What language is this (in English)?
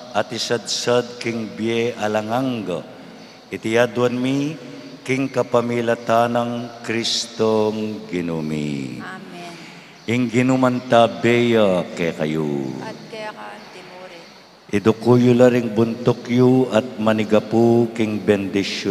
Pampanga